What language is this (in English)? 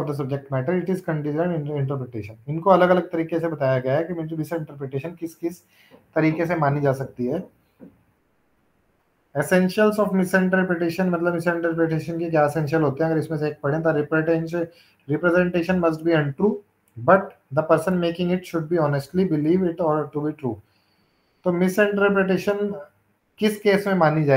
Hindi